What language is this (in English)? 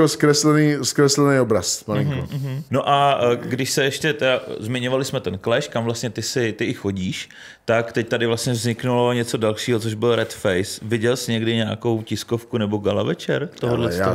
Czech